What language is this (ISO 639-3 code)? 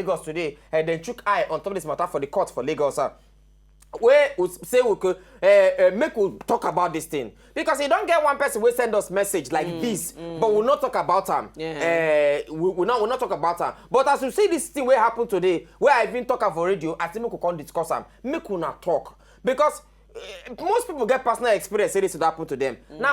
pcm